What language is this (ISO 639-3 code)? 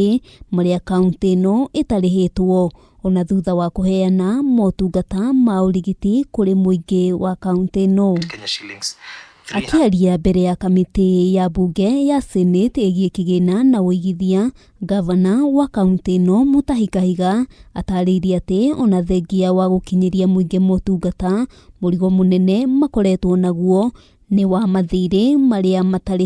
kik